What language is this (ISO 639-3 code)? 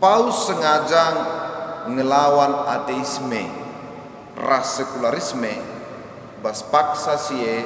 btx